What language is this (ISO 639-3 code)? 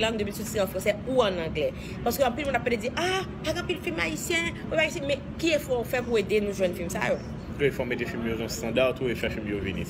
hat